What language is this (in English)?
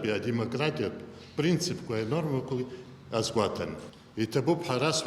Abkhazian